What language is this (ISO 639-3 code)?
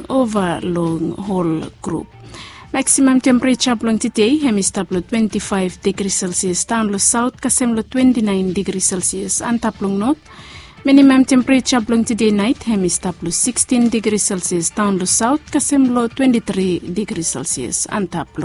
bis